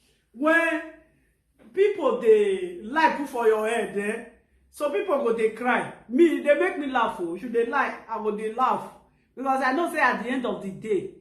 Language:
Nigerian Pidgin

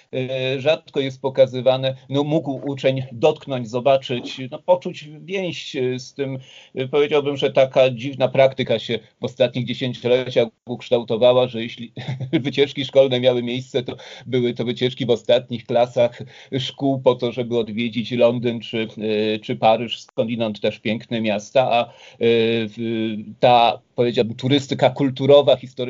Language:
Polish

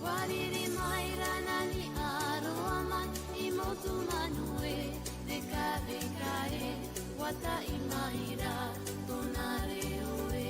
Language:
Tahitian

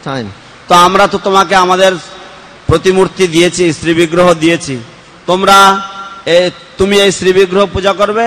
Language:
Bangla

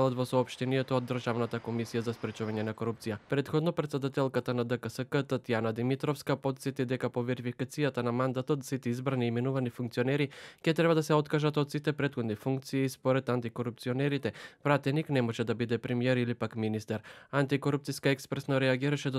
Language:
Macedonian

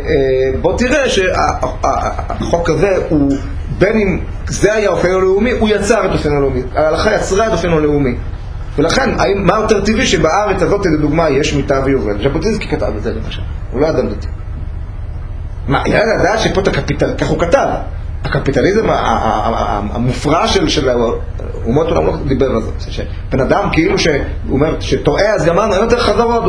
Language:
Hebrew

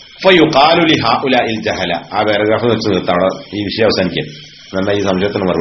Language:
Malayalam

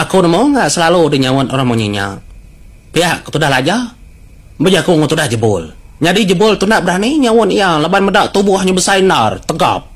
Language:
Iban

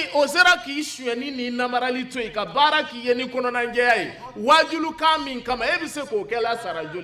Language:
Bambara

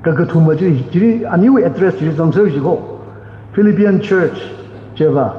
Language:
Tangkhul Naga (India)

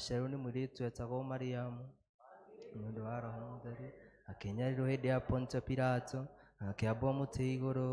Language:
Kikuyu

